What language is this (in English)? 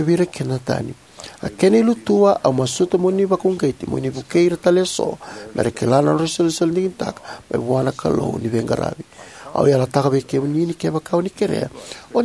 Fijian